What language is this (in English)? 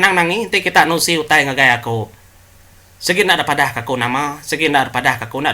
Iban